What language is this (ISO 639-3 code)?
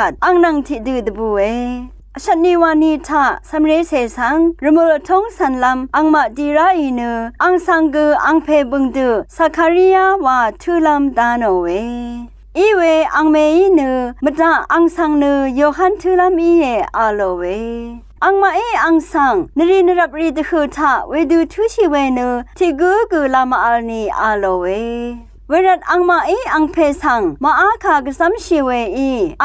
raw